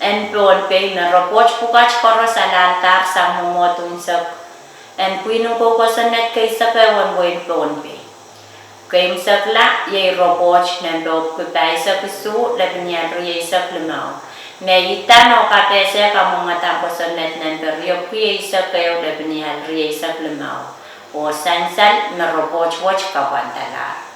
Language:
Pohnpeian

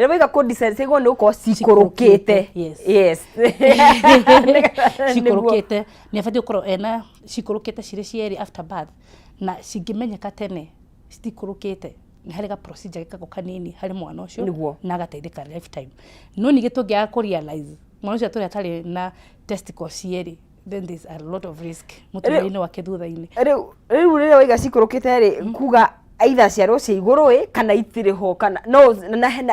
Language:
Kikuyu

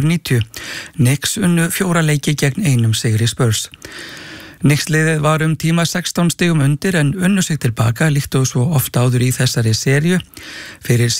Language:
Icelandic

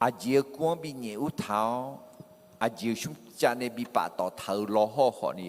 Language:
Akha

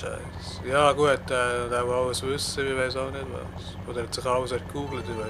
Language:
Swiss German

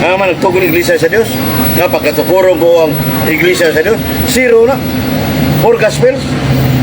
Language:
Cebuano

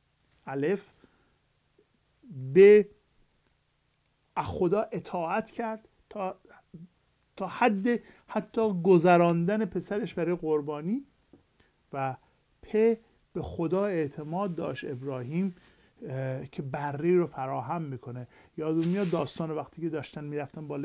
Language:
Persian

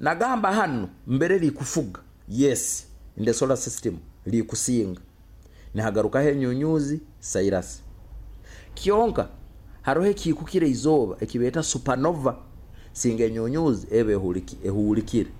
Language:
Nyoro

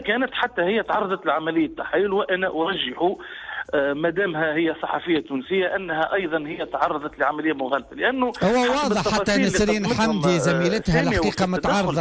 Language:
Tunisian Arabic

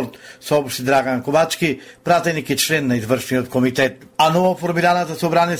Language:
Macedonian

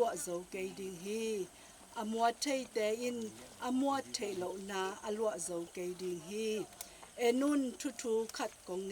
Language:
Tedim Chin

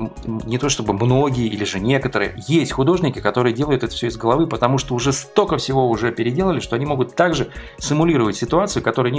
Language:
Russian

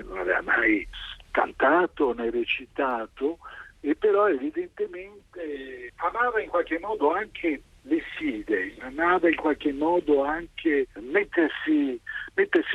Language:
Italian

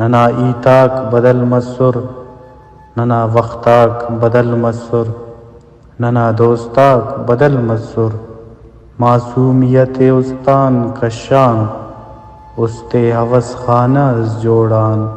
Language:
Brahui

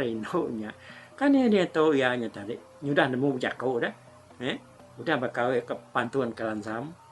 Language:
Iban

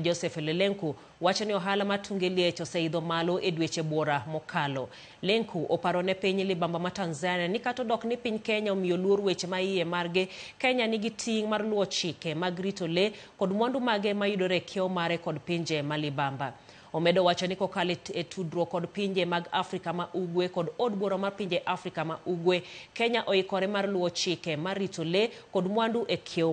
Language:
Luo (Kenya and Tanzania)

